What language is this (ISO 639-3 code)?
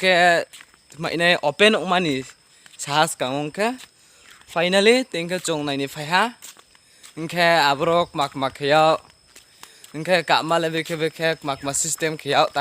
ria